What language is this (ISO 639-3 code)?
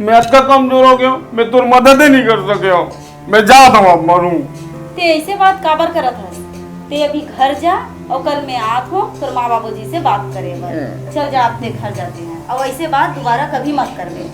hne